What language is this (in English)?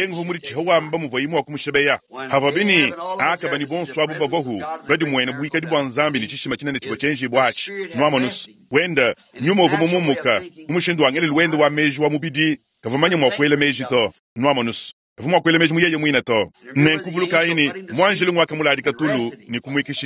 Luba-Lulua